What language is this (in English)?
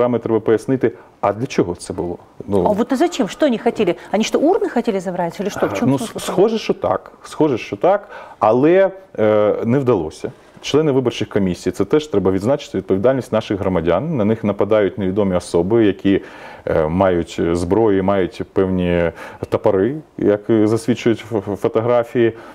Ukrainian